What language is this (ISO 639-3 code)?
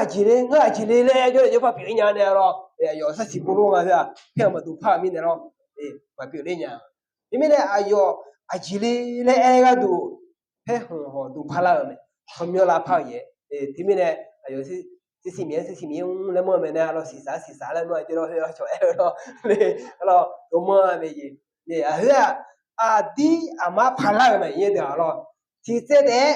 ahk